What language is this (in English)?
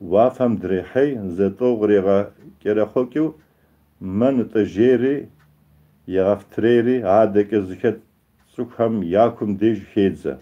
Kabardian